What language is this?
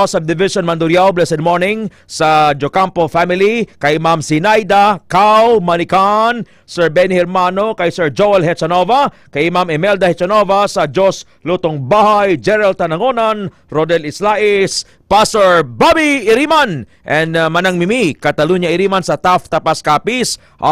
Hiligaynon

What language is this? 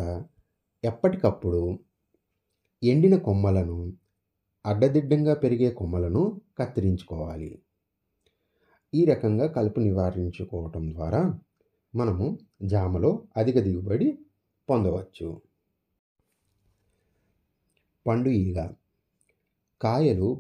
Telugu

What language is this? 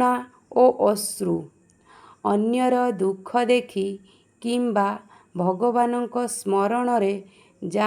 Odia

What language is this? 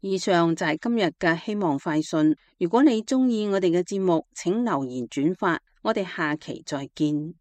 Cantonese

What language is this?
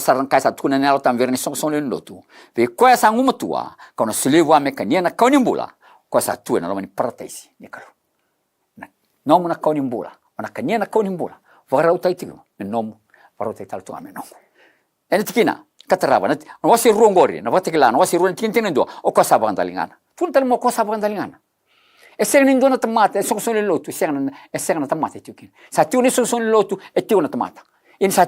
Fijian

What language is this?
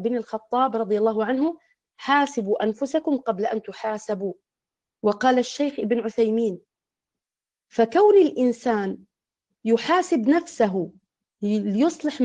Arabic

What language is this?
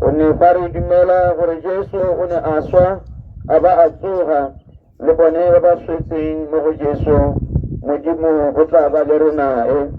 Tswana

